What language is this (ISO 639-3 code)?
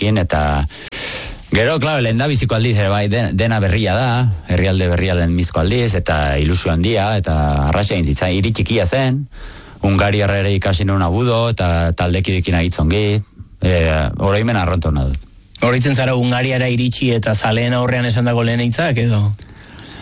eus